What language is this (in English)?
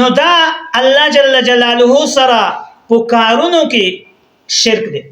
Pashto